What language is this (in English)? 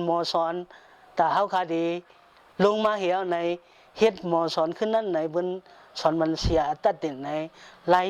Shan